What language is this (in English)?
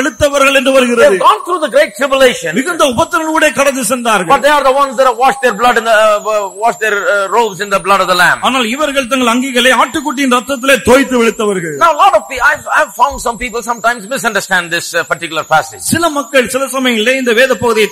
Tamil